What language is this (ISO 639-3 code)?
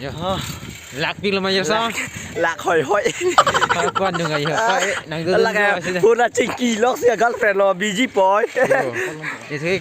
mjw